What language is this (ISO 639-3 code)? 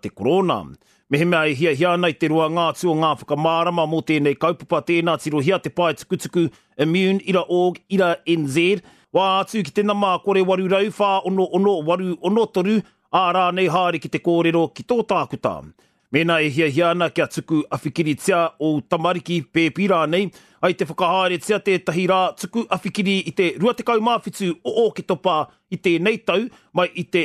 mri